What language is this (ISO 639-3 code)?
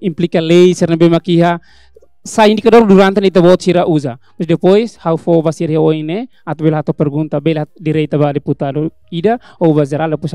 tet